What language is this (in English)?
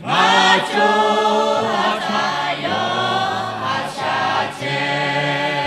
Lahu